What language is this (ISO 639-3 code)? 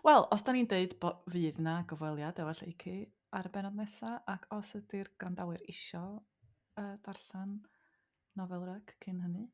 cym